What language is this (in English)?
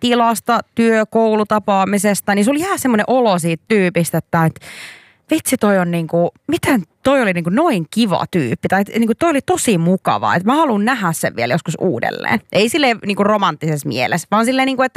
Finnish